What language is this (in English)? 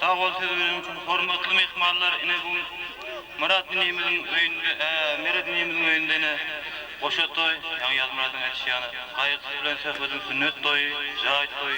Turkmen